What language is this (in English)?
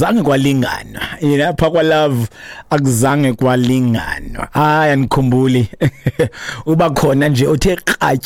Xhosa